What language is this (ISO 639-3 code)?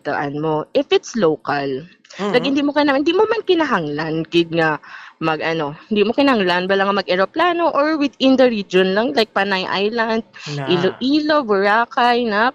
hil